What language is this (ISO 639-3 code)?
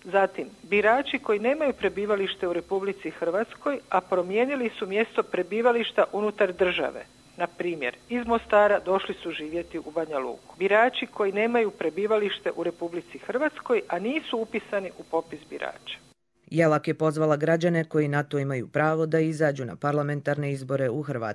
hrv